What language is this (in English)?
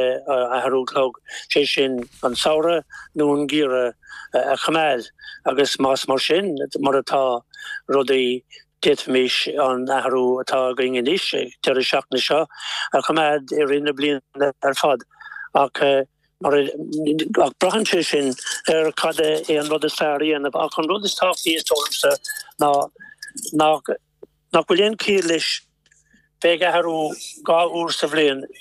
Irish